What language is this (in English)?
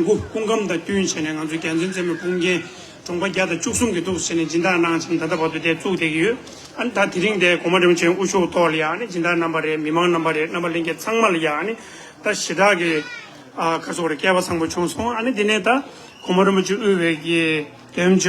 Tibetan